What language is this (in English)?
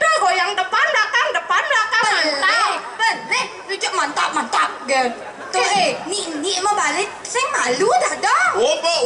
Balinese